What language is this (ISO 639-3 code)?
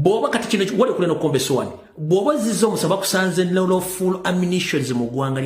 lug